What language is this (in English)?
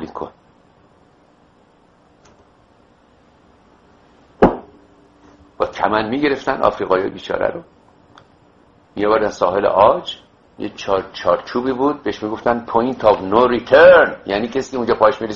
Persian